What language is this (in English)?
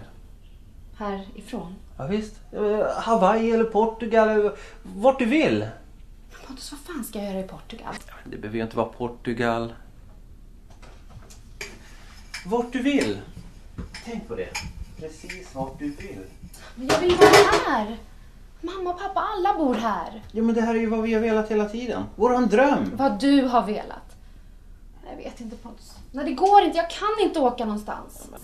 Swedish